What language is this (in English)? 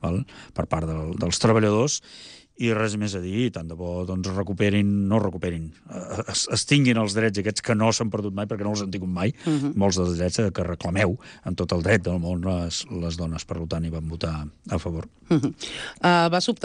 Catalan